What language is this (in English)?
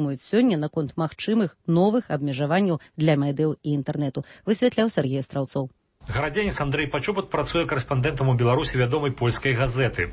Belarusian